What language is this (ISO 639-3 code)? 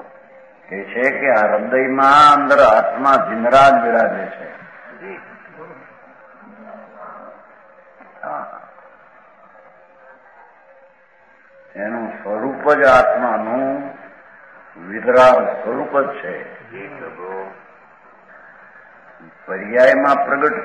guj